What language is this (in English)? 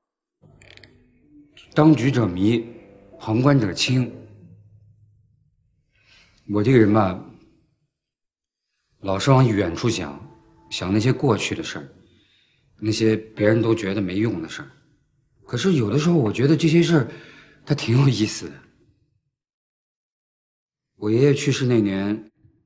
Chinese